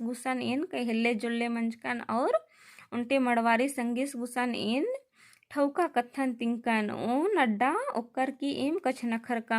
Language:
Kurukh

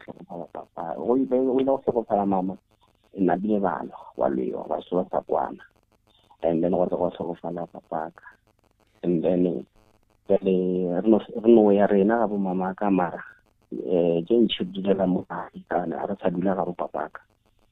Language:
Northern Sotho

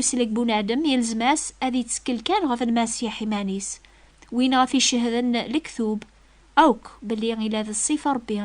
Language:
Kabyle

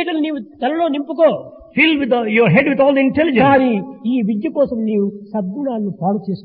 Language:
Telugu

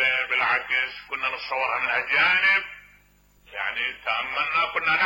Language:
Mesopotamian Arabic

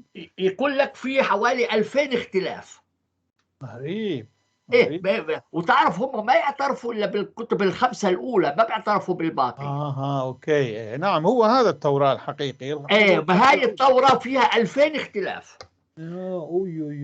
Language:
North Levantine Arabic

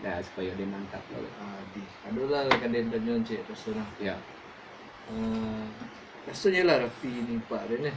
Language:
Minangkabau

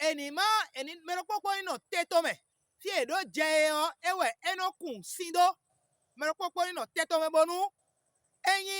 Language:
Fon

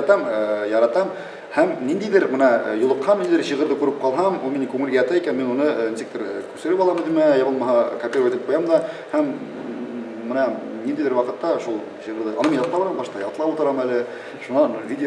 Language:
Bashkir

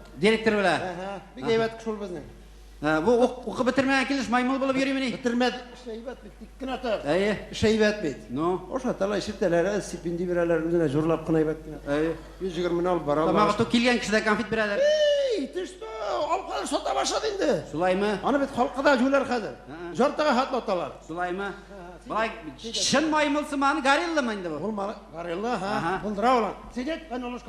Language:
Tatar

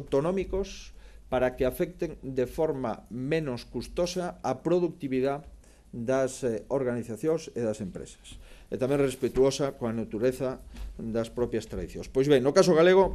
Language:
Galician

